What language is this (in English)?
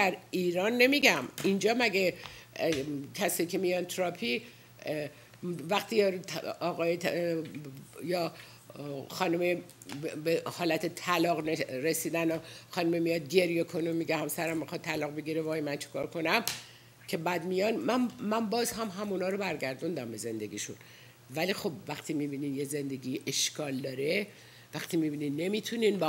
Persian